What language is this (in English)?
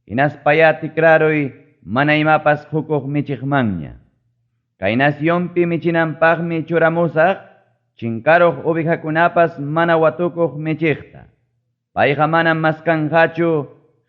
Ayacucho Quechua